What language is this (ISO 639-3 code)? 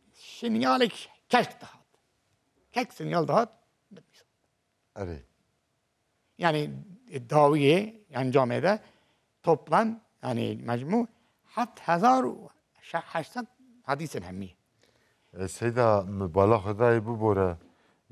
kur